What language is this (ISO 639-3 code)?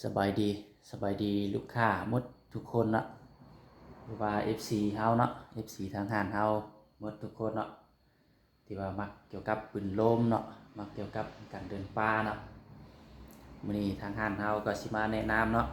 lao